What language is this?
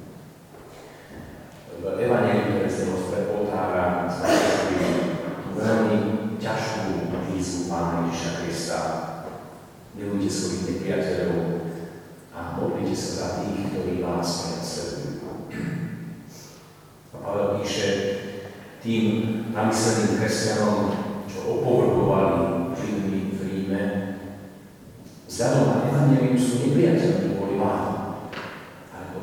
Slovak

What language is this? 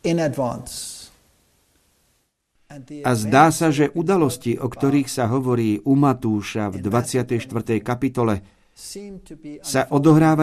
Slovak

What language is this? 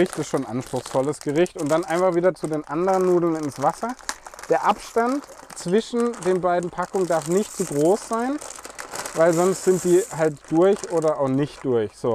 German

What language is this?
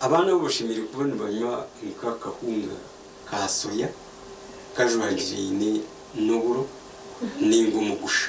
Nyankole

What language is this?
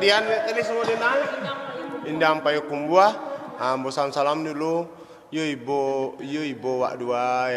Minangkabau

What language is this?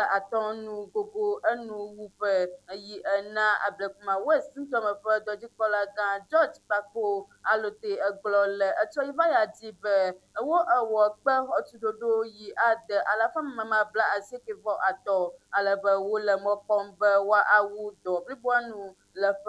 Ewe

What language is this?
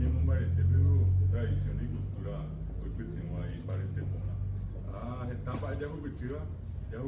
Guarani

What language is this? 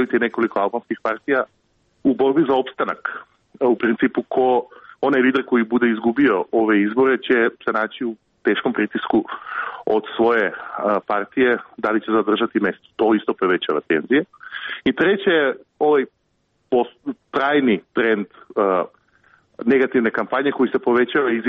Serbian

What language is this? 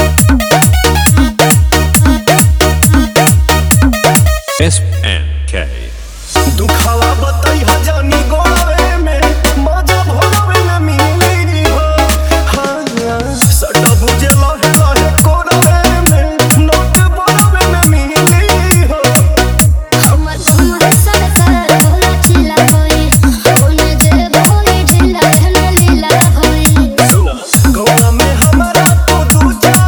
Bhojpuri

